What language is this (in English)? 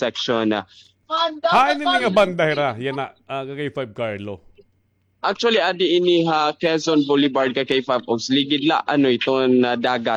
Waray